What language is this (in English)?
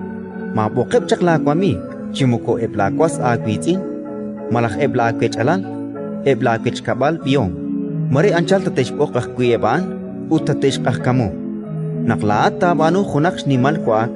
Kekchí